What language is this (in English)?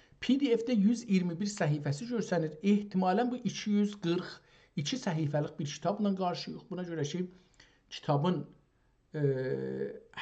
South Azerbaijani